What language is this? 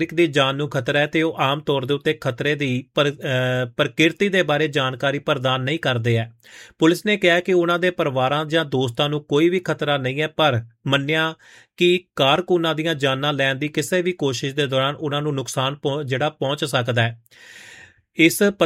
Punjabi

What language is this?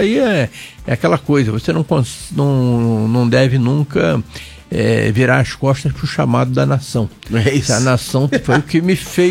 Portuguese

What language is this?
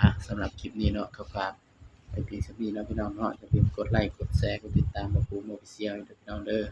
Northeastern Thai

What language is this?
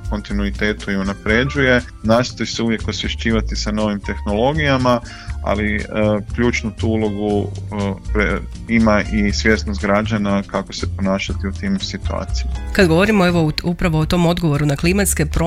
Croatian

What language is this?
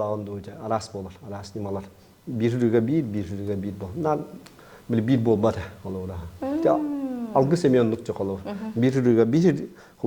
Yakut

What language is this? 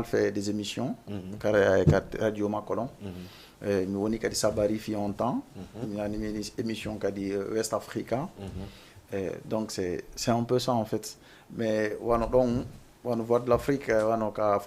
Fula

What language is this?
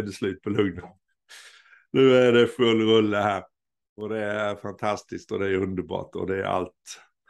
Swedish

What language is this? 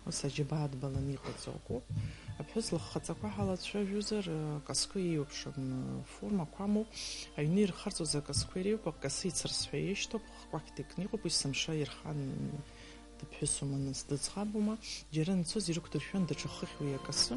Abkhazian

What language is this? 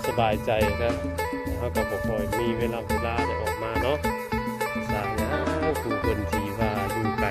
Northeastern Thai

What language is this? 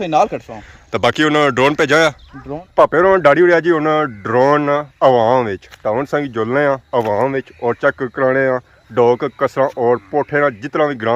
Pahari-Potwari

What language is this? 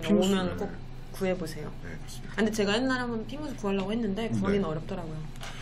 Korean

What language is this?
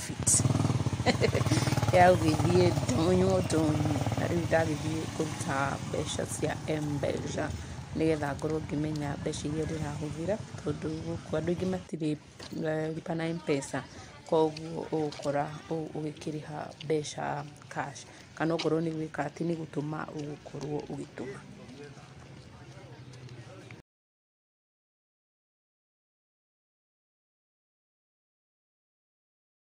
Kikuyu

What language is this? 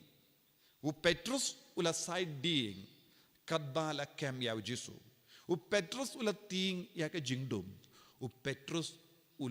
Khasi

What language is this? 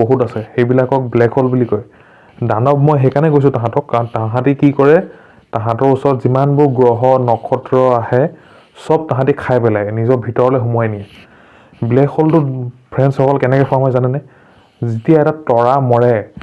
Assamese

